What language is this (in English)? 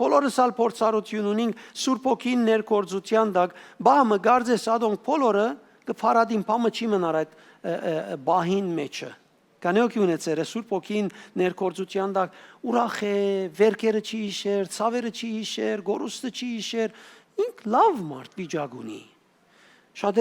Western Armenian